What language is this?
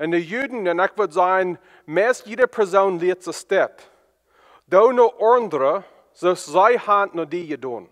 Plautdietsch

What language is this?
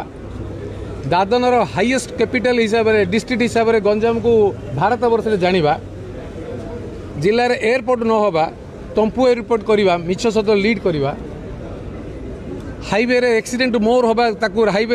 Odia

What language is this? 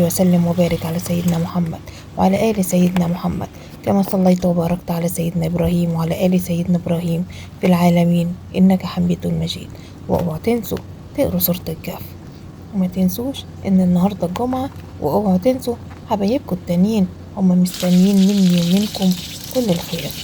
Egyptian Arabic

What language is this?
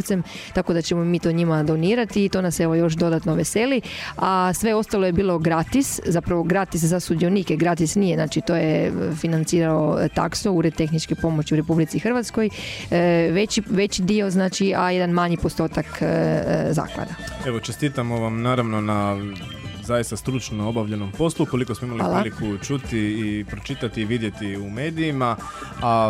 Croatian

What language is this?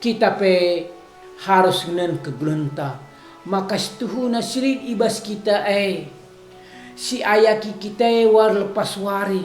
Batak Karo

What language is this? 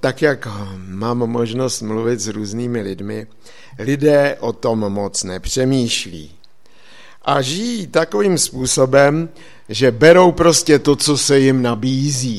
Czech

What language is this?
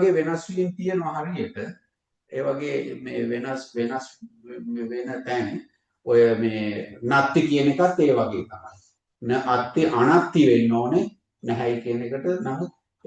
Sinhala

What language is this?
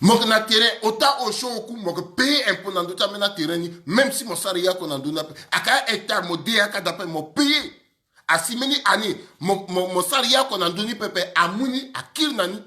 Sango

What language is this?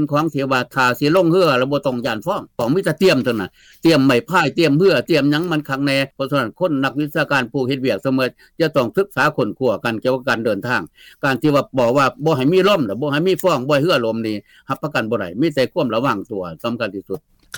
Lao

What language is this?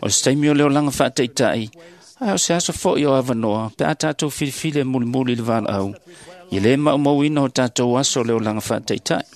Samoan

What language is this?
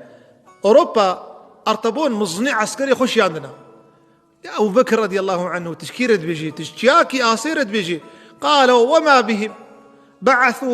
Kurdish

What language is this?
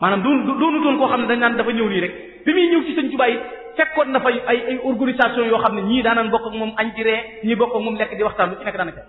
Wolof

